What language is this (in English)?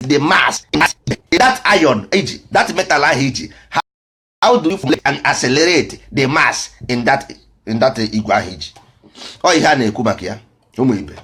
Igbo